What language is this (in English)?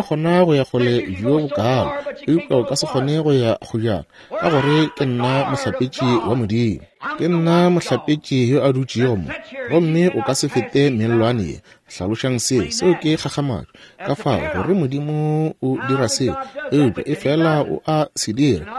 Northern Sotho